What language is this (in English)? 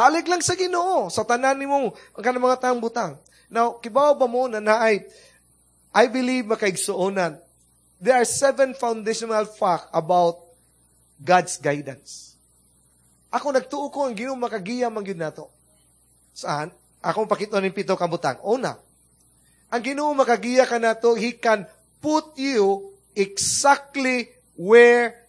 Cebuano